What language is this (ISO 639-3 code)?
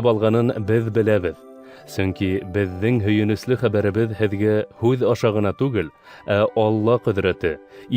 bak